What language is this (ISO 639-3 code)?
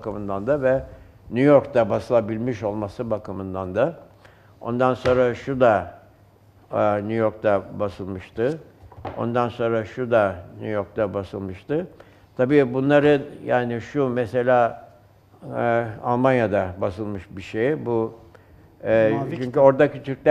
tur